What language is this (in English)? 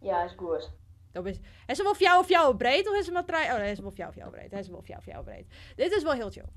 Western Frisian